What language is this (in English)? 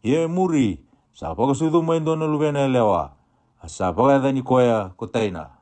Fijian